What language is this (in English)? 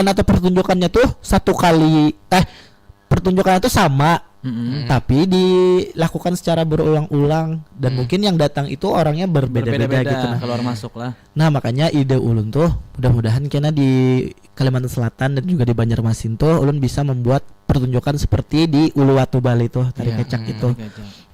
Banjar